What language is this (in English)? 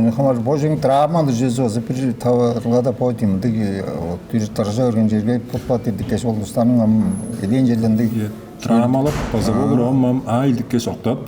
Tuvinian